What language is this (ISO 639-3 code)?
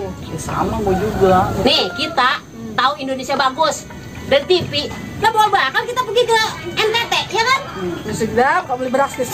bew